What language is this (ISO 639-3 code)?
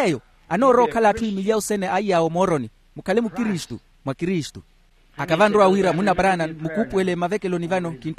vmw